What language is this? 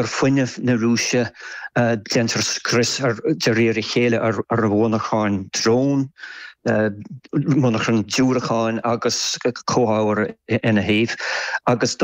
Irish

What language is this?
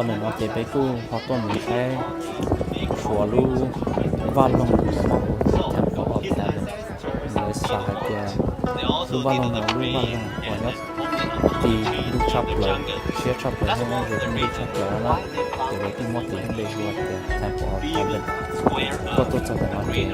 Hmong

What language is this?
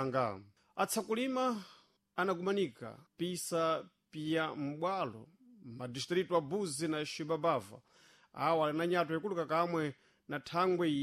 Sena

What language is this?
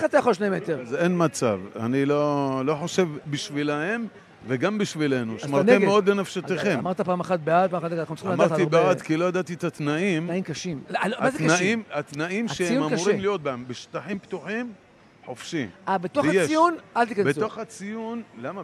Hebrew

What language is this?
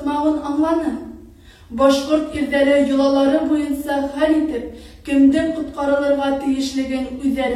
Bashkir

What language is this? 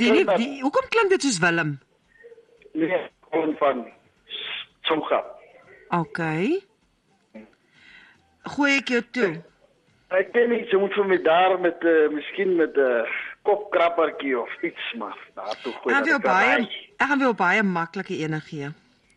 Afrikaans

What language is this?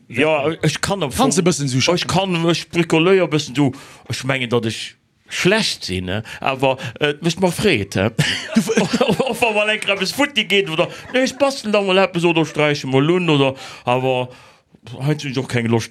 Luxembourgish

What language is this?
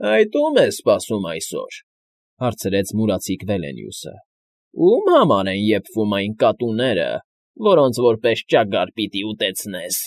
Armenian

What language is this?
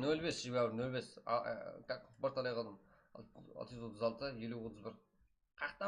Kara-Kalpak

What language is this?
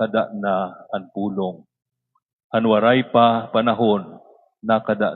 Waray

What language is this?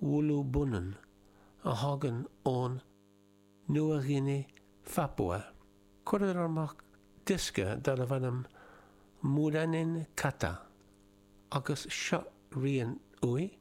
Irish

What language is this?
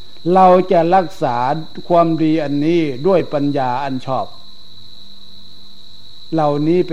Thai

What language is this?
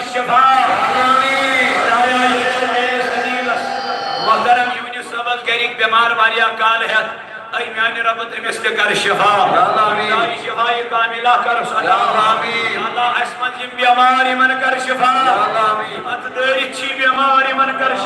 Kashmiri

